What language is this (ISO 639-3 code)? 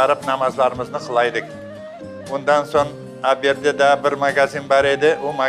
crh